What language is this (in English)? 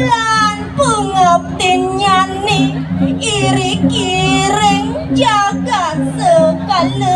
Balinese